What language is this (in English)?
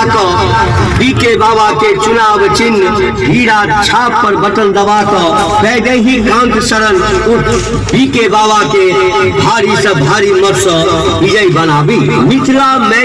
Maithili